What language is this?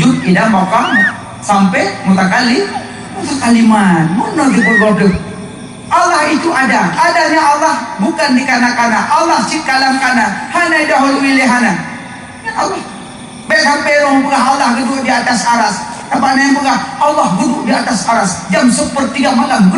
Achinese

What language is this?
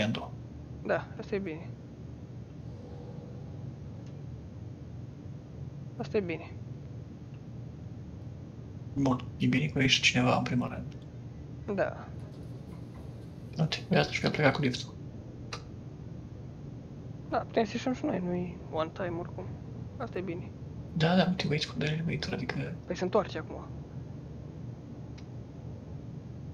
Romanian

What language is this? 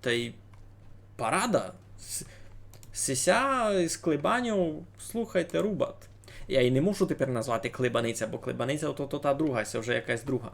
Rusyn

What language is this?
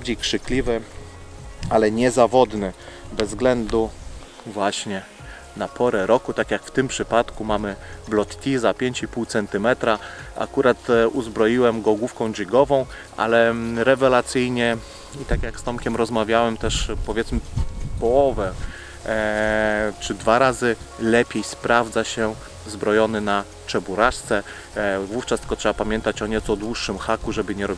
Polish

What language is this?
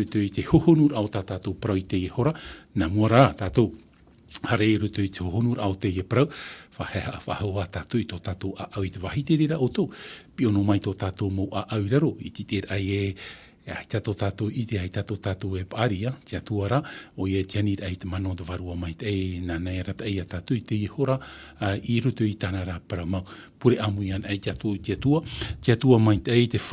Tahitian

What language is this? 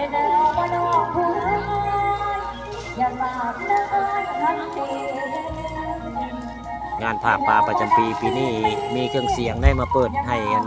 Northeastern Thai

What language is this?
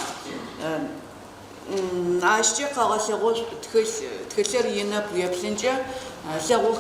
Adyghe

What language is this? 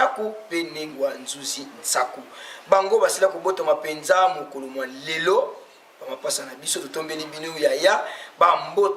Lingala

